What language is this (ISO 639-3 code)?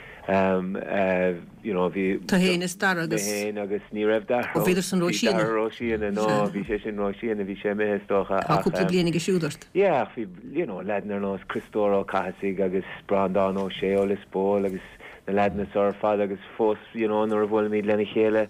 gle